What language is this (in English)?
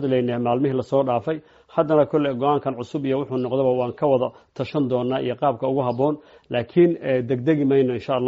Somali